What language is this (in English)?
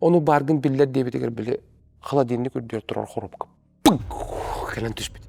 Yakut